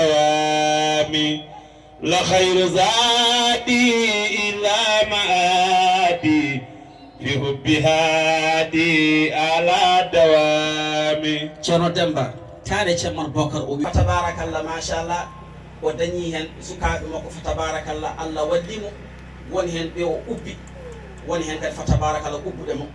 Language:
Fula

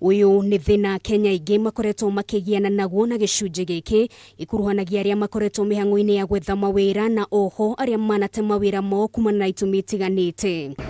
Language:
Kikuyu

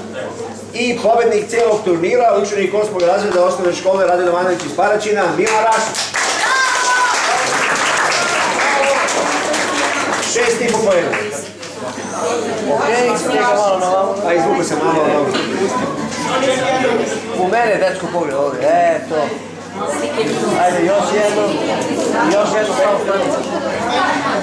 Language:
Serbian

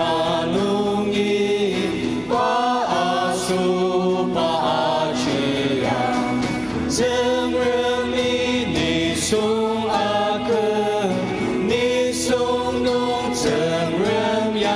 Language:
Ao Naga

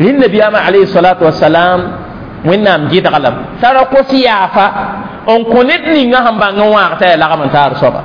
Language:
Mossi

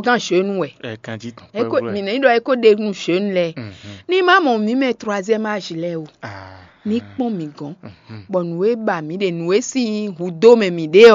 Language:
Fon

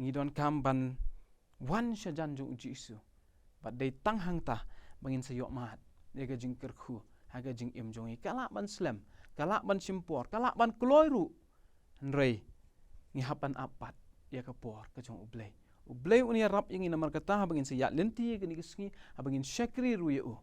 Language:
Khasi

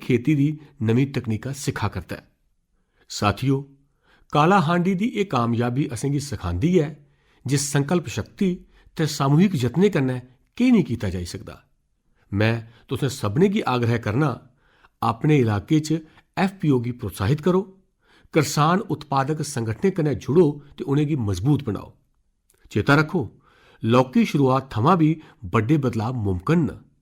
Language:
Dogri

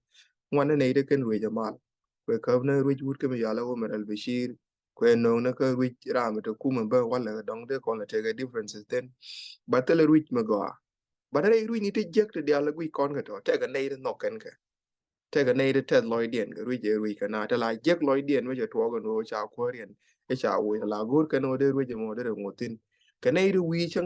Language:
Nuer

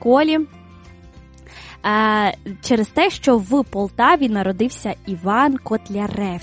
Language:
Ukrainian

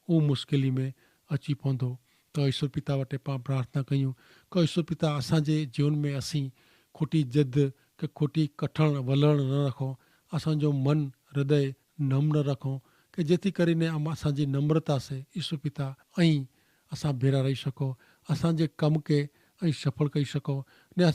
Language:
Kachhi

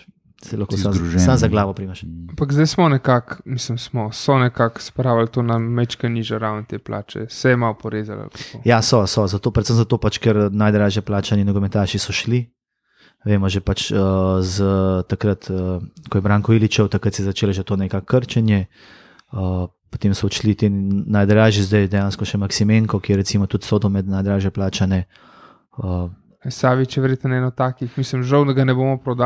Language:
Slovenian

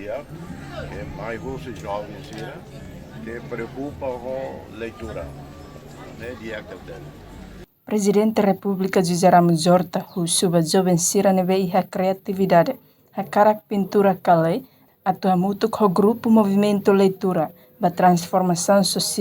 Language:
Tetum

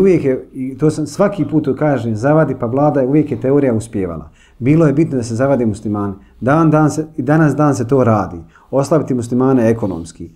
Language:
Bosnian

